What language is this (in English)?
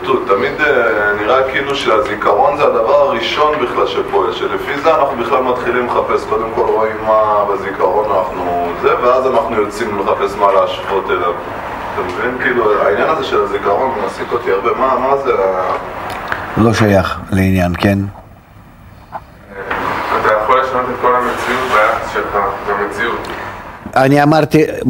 Hebrew